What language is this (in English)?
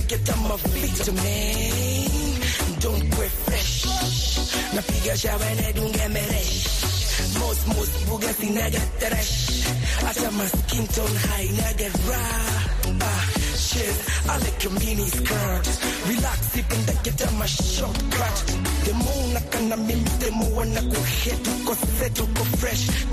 Swahili